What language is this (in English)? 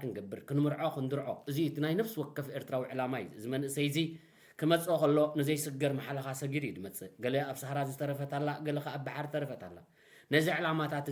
Tigrinya